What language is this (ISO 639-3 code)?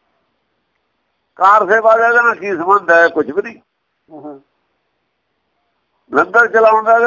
pan